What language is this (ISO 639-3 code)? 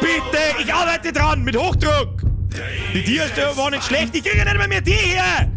bar